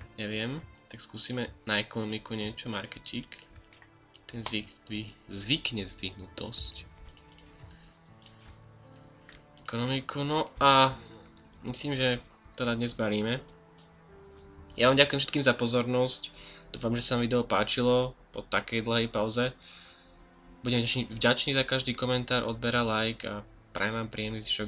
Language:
Slovak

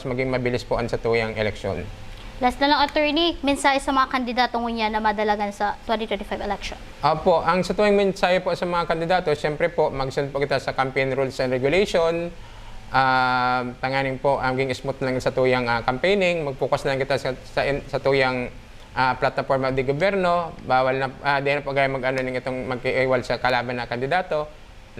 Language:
Bikol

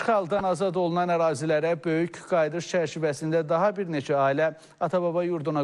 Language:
Azerbaijani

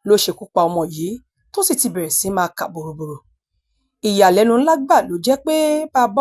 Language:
Yoruba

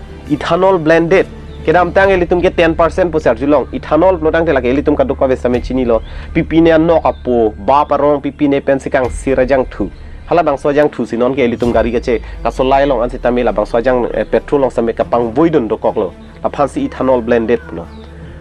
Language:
Karbi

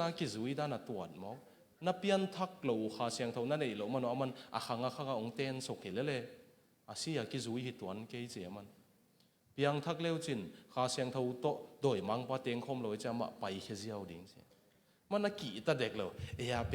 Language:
Tedim Chin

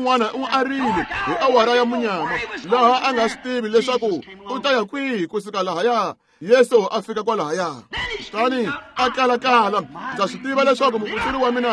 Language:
Tsonga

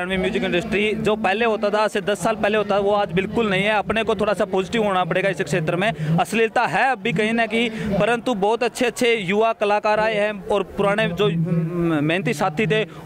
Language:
Hindi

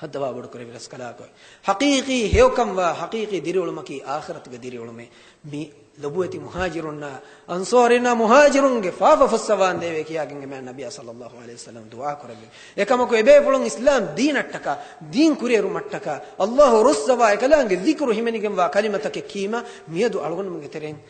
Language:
Divehi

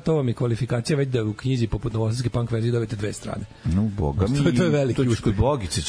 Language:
Serbian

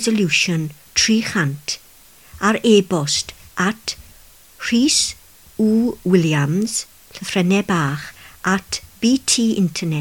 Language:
Welsh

